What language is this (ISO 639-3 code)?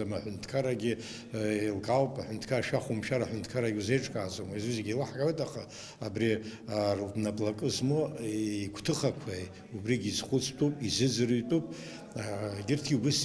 abk